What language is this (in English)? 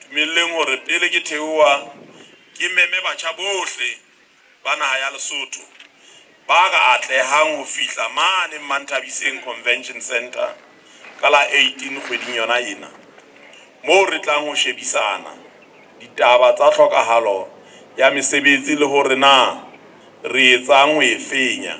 Southern Sotho